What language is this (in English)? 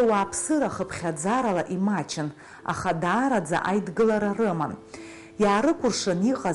Abkhazian